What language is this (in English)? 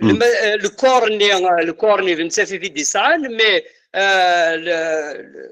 Kabyle